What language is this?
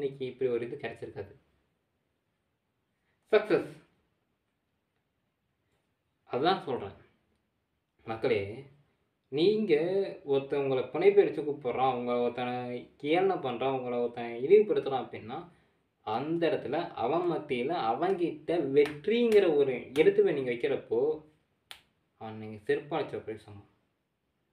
Tamil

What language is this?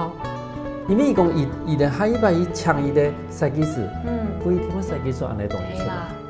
Hakka Chinese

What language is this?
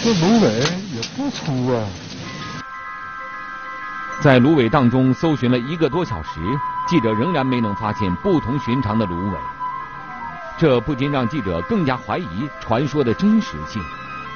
Chinese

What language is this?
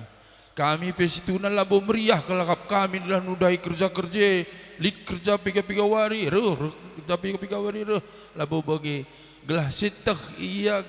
Batak Karo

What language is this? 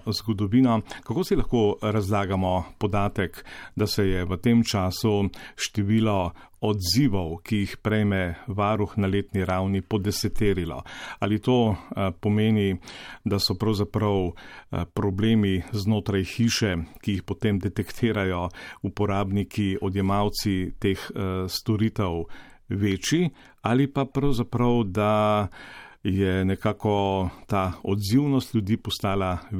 Slovenian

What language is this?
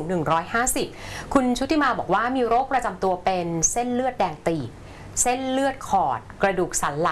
Thai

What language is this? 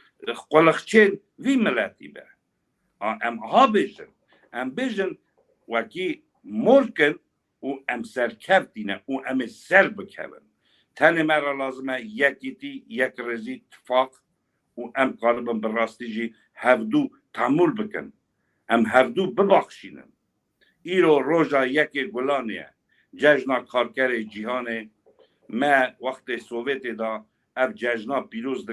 Kurdish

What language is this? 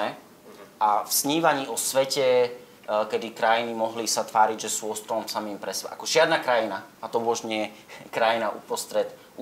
Slovak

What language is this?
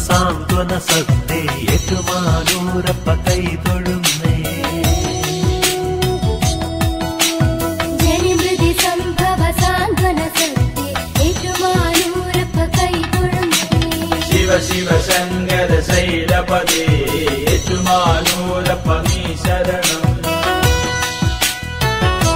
Malayalam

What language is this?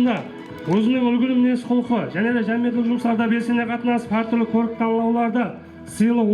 Kara-Kalpak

